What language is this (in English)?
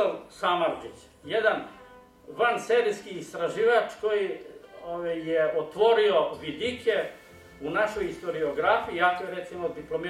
Serbian